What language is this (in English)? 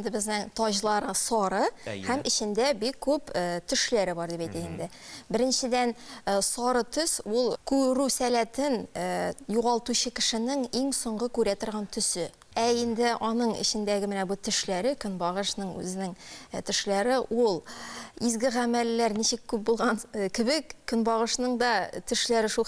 Tatar